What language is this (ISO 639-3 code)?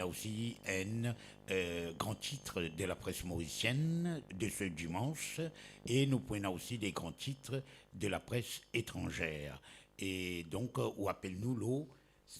mfe